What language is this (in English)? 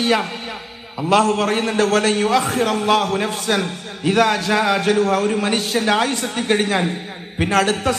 Malayalam